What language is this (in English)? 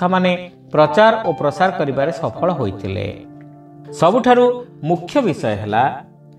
Odia